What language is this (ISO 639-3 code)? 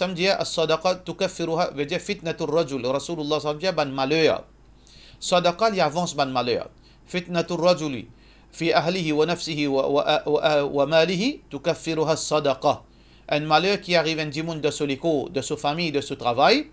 mfe